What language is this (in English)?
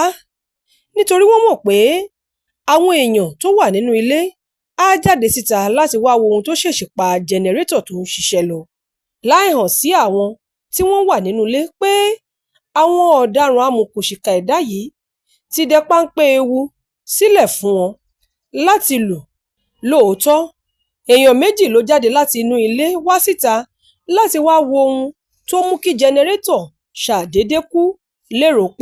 Yoruba